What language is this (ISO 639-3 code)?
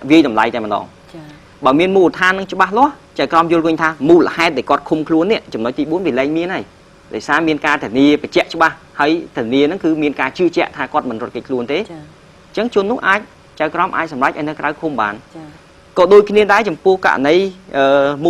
khm